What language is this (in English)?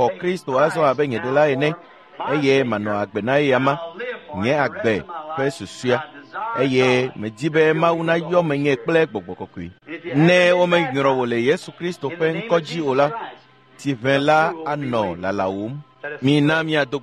Ewe